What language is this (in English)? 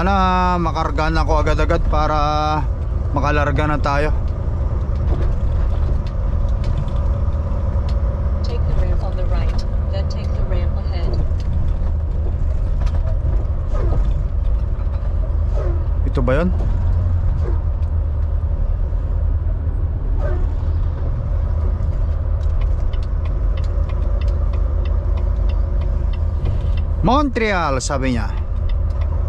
Filipino